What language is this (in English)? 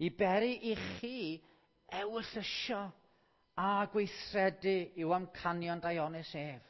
Welsh